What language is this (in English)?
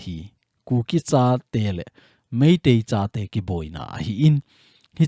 Thado Chin